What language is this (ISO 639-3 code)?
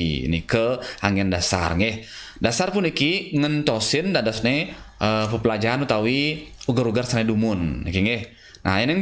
ban